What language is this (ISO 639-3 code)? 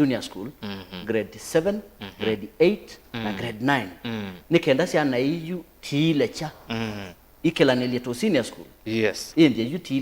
kam